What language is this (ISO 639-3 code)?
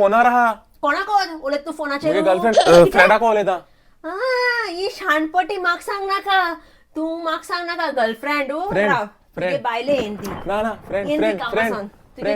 kok